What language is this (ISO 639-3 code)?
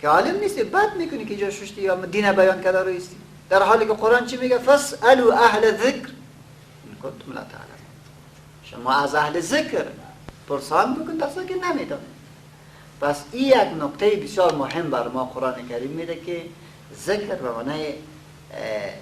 fas